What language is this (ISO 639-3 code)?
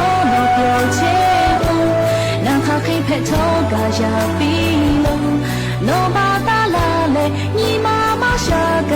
lhu